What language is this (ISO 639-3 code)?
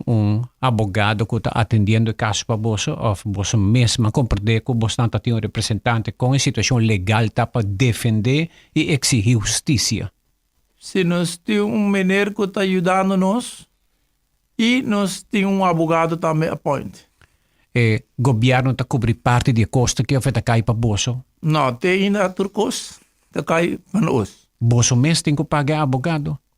pap